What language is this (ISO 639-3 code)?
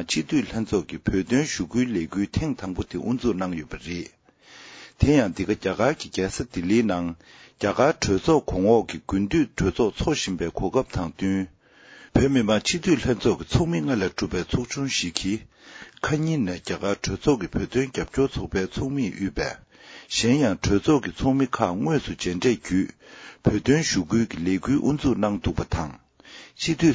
bod